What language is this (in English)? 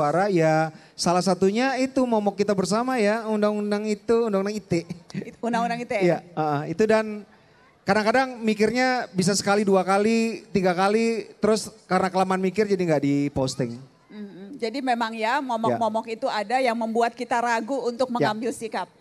Indonesian